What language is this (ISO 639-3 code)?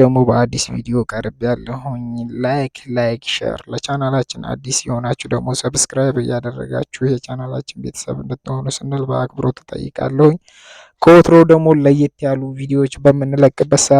amh